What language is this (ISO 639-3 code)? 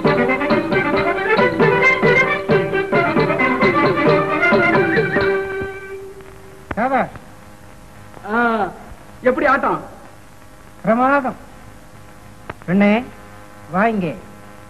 tam